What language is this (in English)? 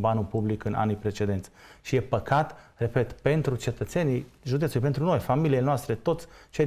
Romanian